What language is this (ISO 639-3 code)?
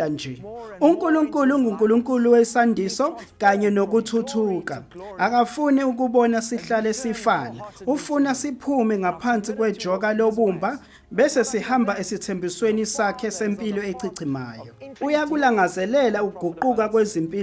zul